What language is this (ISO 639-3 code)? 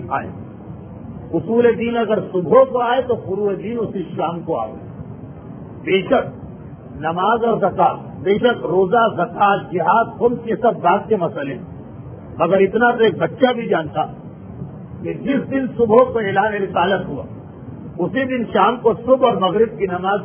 urd